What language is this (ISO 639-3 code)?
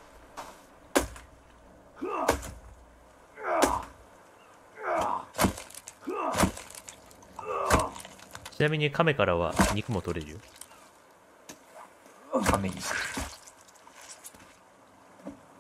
jpn